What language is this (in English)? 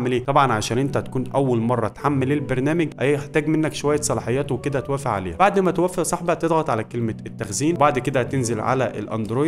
Egyptian Arabic